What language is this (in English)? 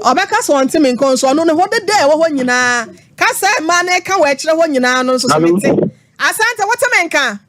Akan